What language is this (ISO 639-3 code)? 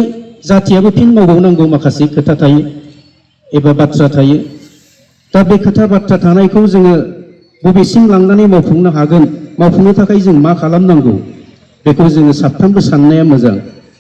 brx